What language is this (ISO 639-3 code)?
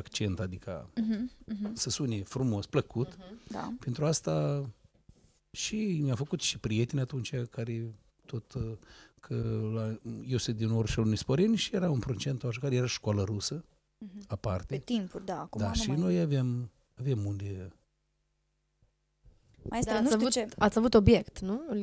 ron